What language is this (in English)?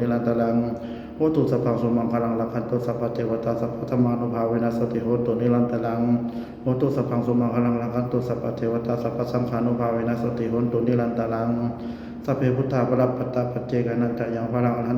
Pali